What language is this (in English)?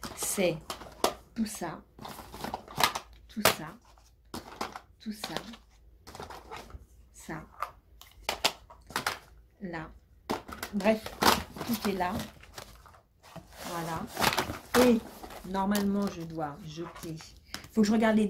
French